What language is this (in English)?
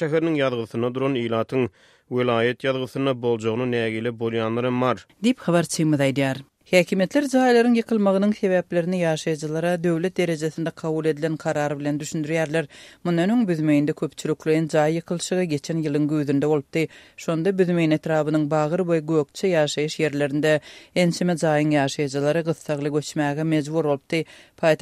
Turkmen